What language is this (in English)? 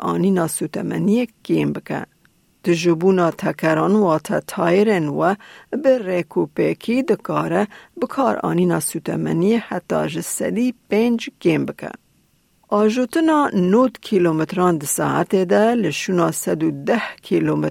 Kurdish